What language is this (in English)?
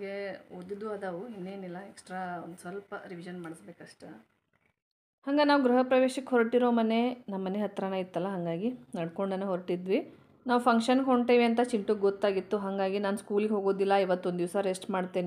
Kannada